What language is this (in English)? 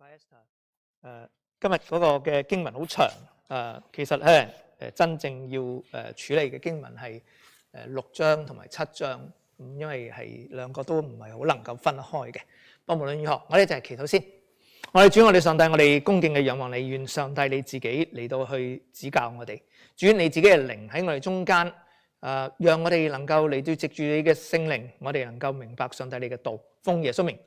Cantonese